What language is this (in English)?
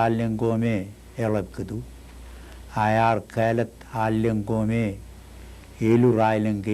Marshallese